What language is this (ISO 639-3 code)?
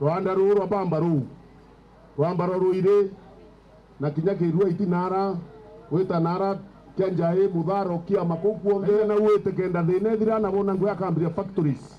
mer